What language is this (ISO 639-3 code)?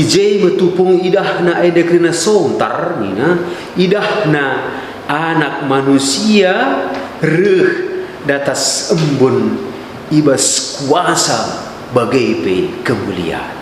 btx